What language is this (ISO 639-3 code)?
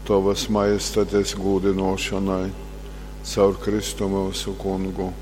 ltg